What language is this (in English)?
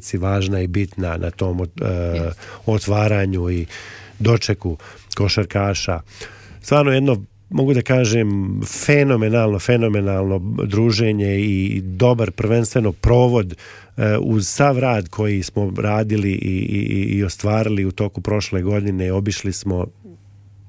Serbian